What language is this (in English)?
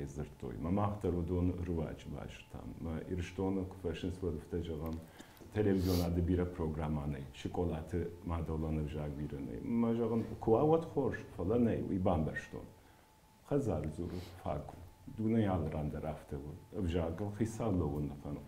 Ossetic